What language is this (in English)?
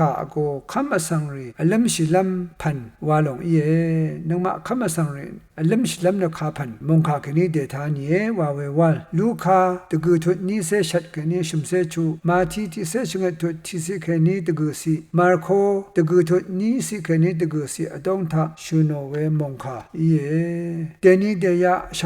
Rawang